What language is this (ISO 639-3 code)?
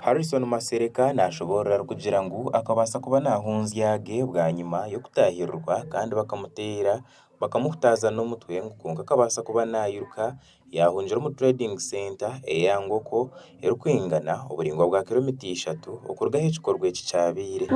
nyn